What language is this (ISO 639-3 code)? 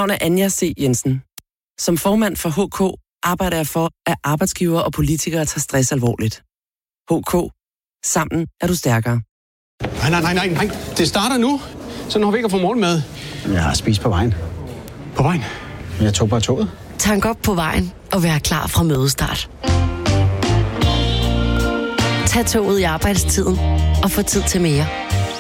dan